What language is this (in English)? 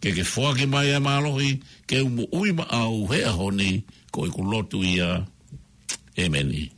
Tongan